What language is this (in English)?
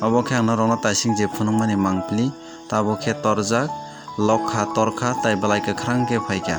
Kok Borok